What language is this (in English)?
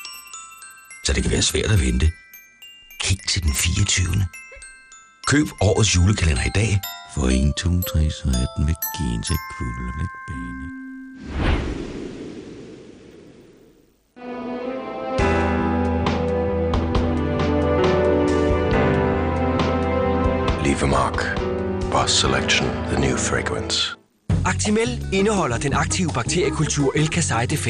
Danish